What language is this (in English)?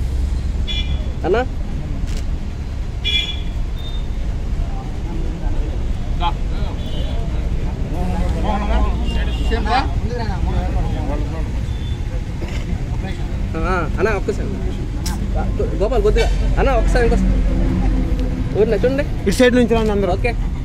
Telugu